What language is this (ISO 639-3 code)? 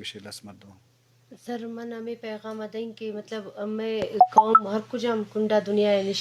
bgp